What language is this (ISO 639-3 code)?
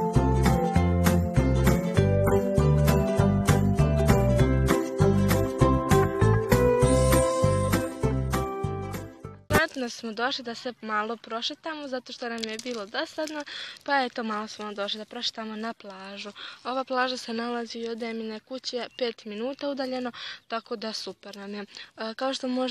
hrv